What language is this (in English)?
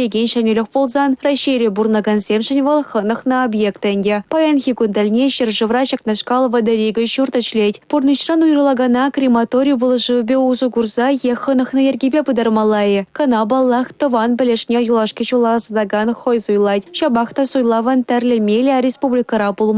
Chuvash